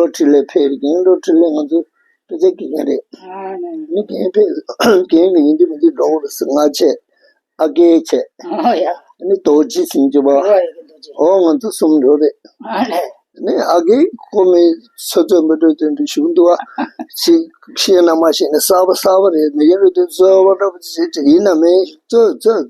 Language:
Tibetan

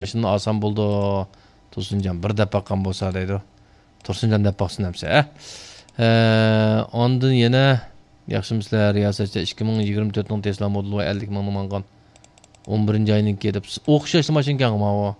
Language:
Uyghur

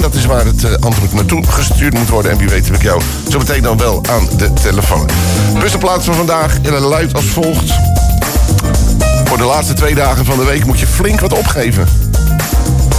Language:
Dutch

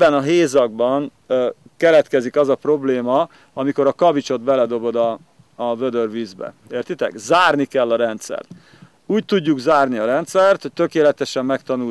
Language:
Hungarian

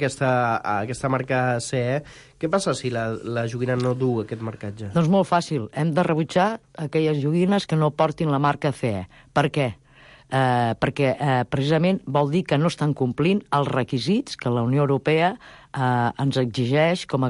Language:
Catalan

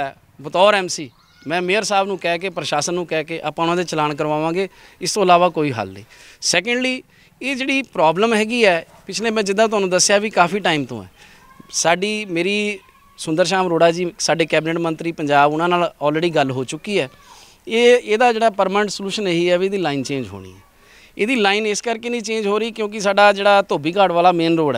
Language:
Punjabi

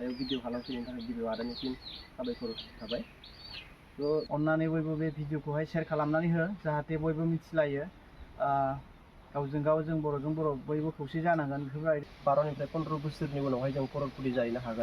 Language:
Bodo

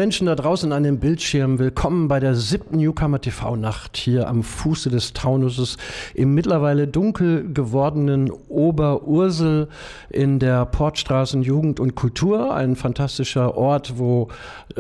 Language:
German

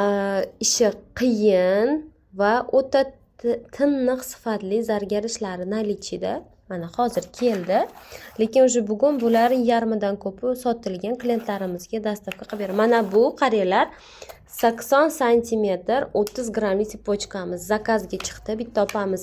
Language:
Uzbek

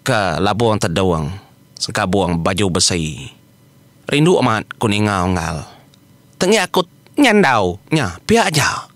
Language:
Iban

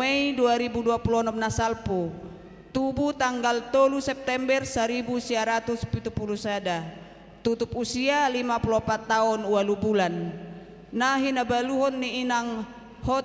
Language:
Batak Toba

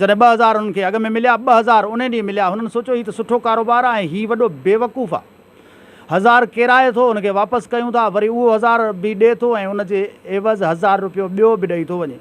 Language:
Sindhi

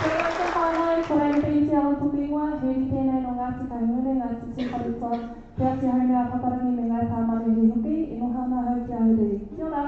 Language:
Māori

